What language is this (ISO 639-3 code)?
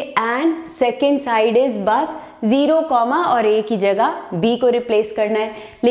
hin